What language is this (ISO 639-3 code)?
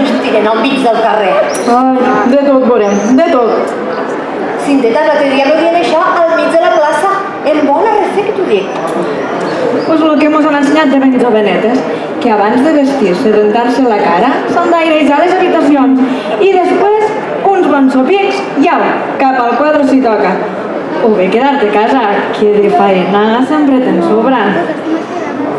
cat